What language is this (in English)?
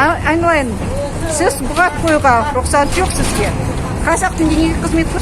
Kazakh